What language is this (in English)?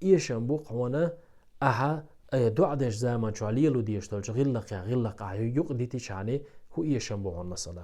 Chechen